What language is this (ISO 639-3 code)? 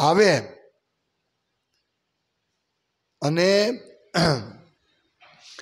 guj